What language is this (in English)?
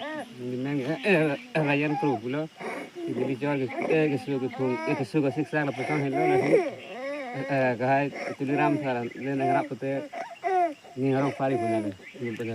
Karbi